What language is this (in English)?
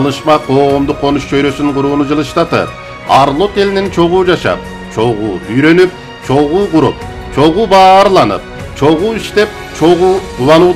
Kyrgyz